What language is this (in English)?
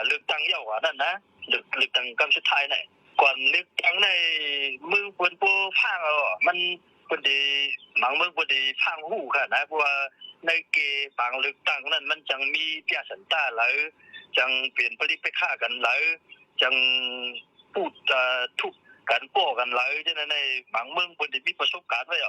Shan